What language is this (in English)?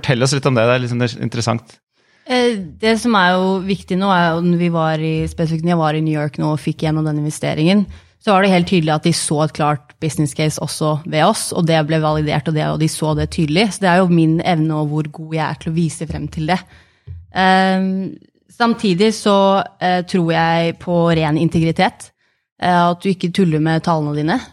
Norwegian